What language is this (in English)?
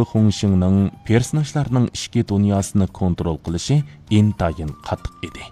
Uyghur